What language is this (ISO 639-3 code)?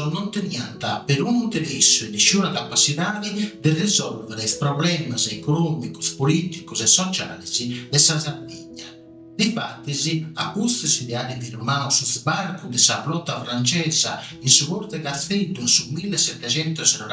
srd